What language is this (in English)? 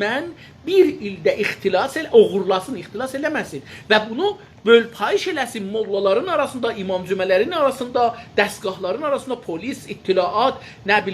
South Azerbaijani